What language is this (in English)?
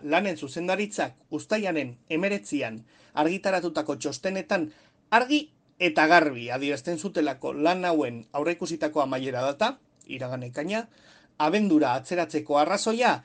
Basque